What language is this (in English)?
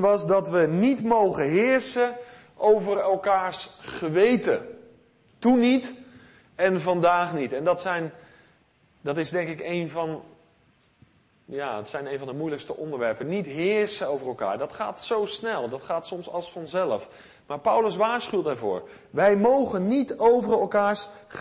Dutch